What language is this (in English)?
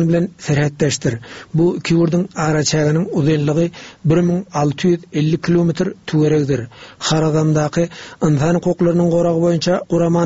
Turkmen